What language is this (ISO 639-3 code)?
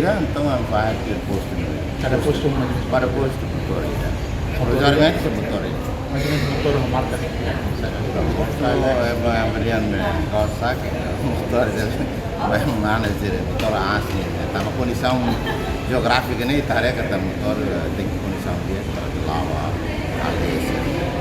tet